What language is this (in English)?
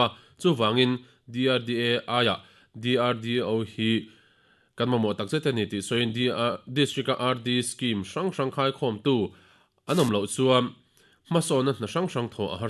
Mizo